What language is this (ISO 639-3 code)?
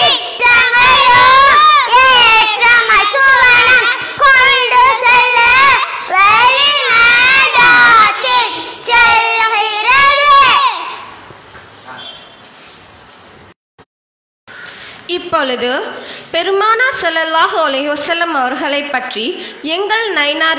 tam